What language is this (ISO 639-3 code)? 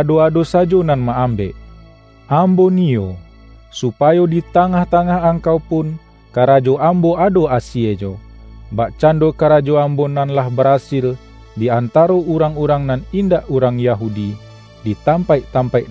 min